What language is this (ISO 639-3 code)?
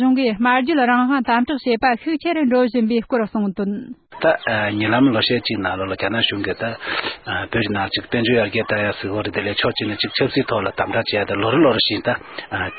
bod